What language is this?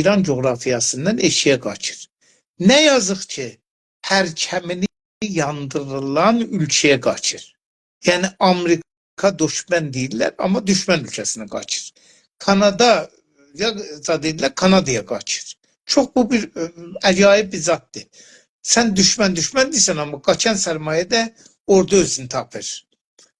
South Azerbaijani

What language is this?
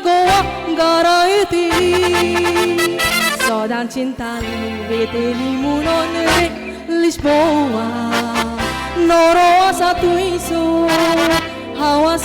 Konkani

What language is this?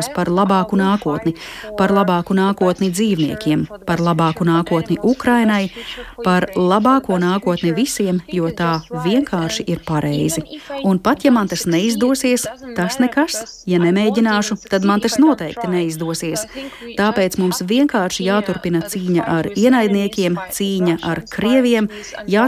Latvian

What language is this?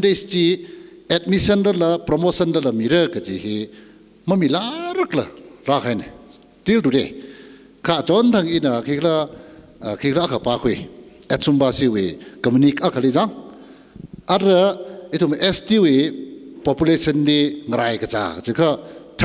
Tangkhul Naga (India)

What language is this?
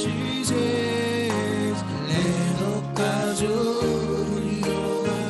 Marshallese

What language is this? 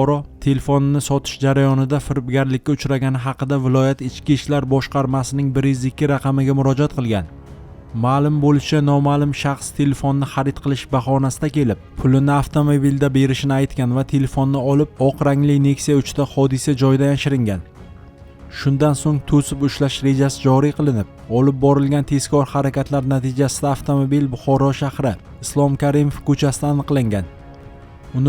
Uzbek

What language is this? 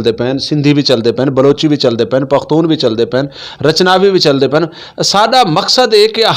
Saraiki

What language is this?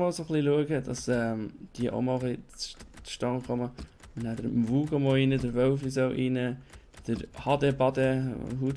Swiss German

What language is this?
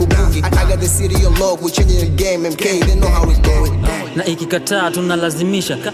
Swahili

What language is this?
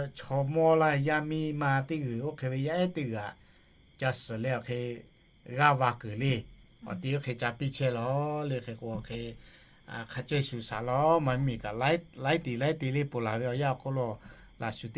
Lahu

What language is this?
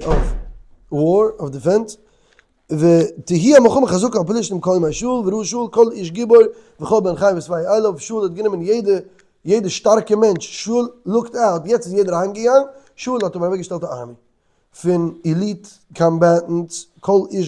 Yiddish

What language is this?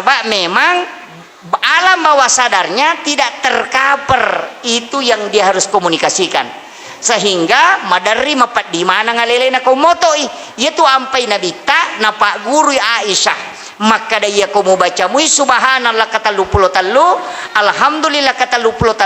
Buginese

